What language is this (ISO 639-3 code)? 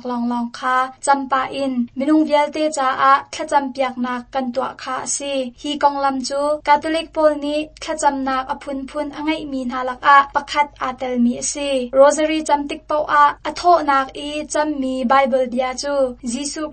cnh